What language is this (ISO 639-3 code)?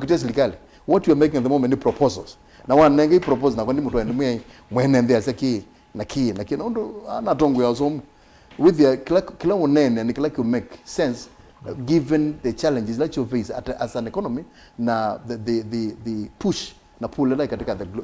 kam